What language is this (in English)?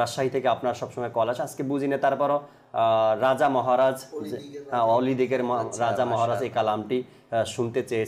Bangla